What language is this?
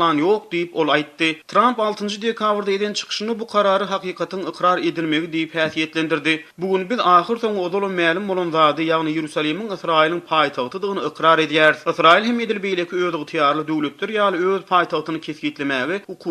Turkmen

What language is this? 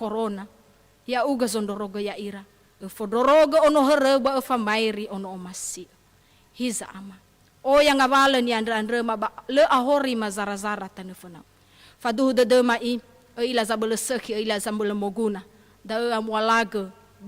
Nias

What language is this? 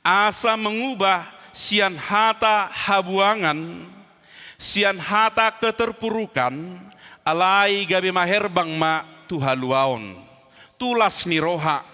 Batak Toba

